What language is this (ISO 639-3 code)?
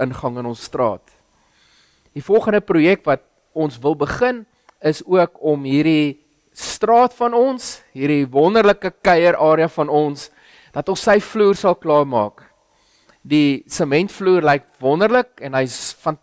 afr